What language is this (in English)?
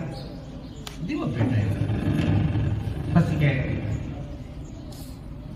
Gujarati